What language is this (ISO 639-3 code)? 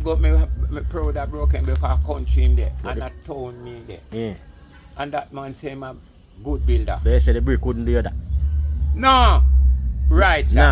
jam